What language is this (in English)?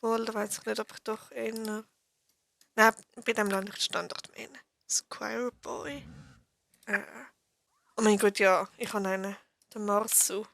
Swiss German